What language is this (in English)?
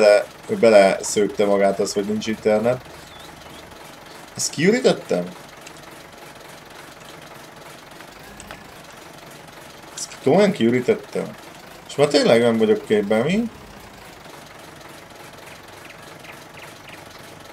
Hungarian